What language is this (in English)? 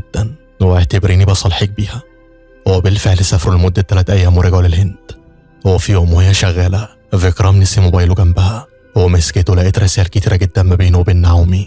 Egyptian Arabic